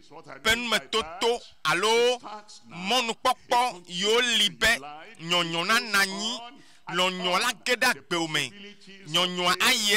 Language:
Ewe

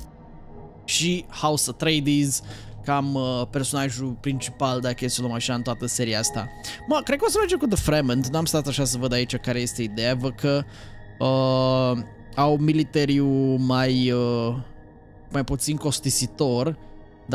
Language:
Romanian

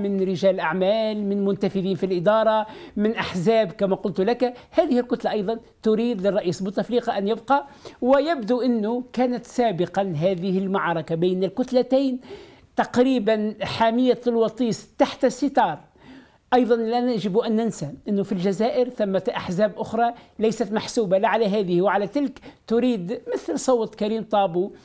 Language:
Arabic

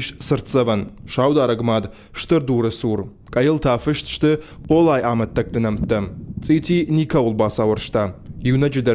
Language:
Ossetic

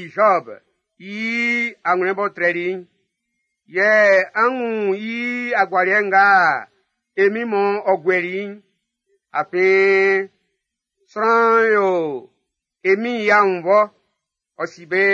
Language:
Baoulé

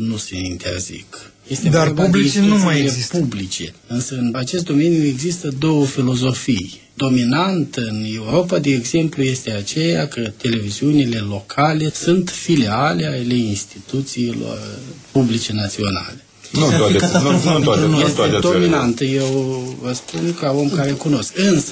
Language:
Romanian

